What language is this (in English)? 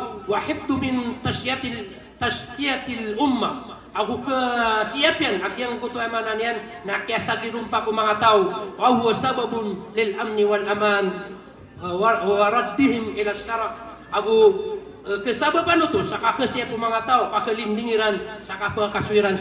Maranao